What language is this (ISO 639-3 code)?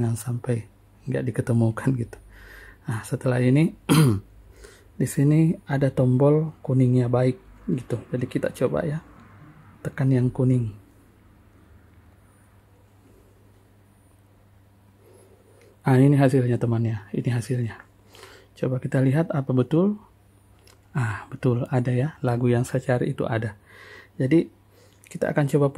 ind